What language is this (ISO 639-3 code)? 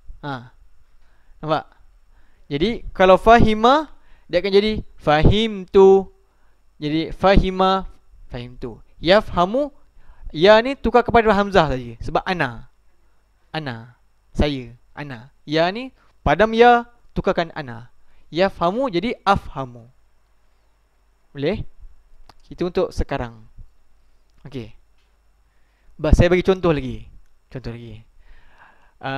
msa